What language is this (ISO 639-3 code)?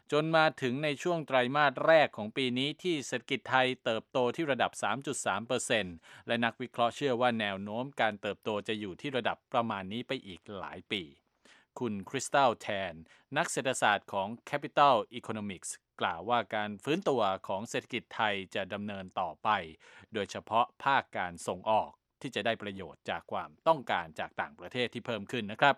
tha